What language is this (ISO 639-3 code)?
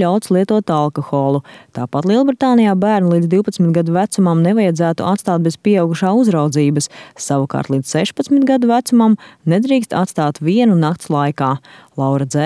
lav